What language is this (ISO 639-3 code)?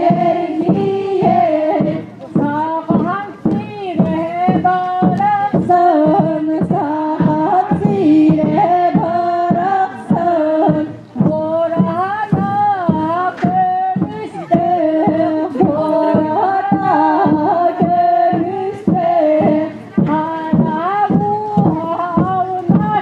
sah